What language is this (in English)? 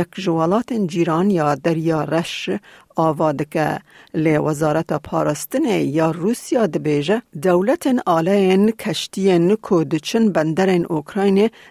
Kurdish